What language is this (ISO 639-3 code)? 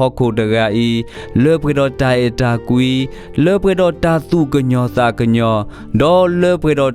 ksw